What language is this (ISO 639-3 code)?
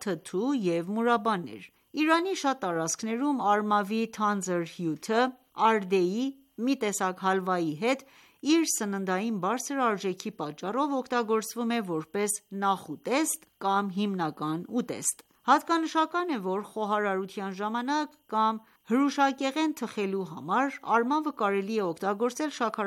hye